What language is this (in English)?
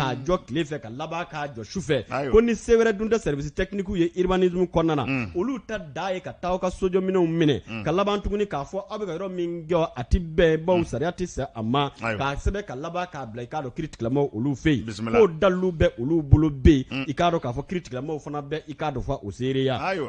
Bambara